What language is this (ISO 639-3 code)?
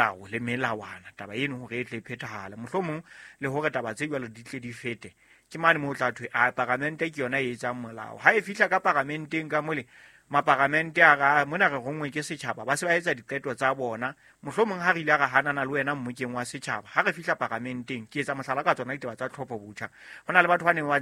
sot